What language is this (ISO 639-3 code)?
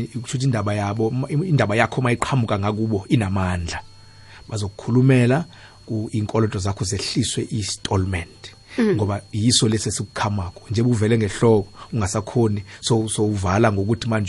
nbl